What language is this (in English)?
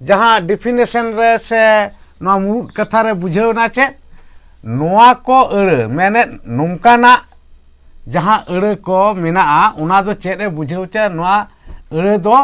Santali